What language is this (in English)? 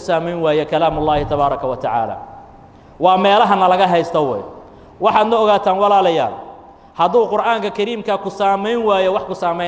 Somali